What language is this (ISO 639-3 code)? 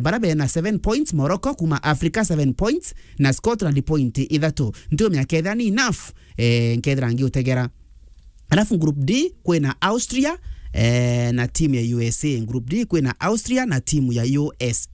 mer